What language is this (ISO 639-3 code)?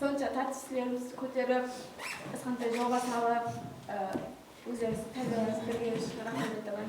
kaa